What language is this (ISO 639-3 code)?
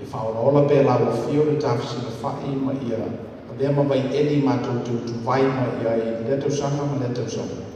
smo